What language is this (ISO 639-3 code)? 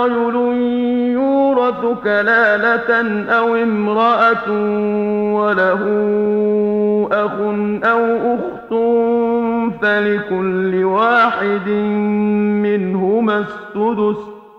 ara